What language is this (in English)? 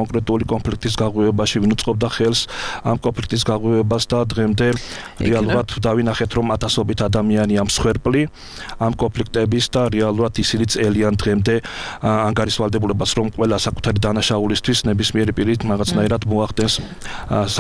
Georgian